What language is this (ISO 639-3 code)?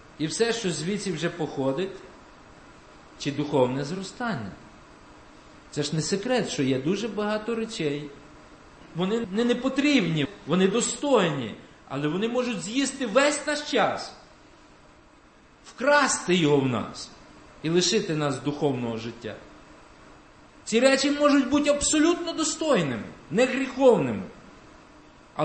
ukr